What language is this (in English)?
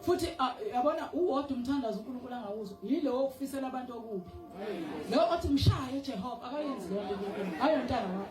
Zulu